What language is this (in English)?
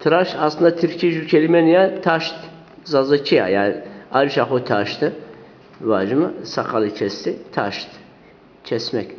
Zaza